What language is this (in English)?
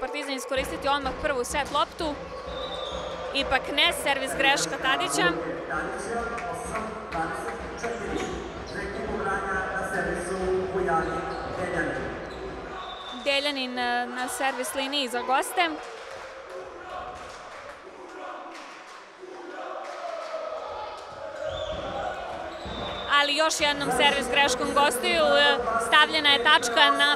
Serbian